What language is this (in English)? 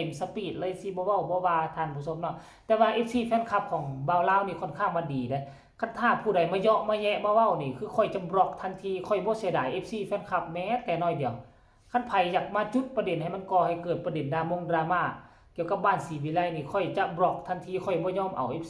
Northeastern Thai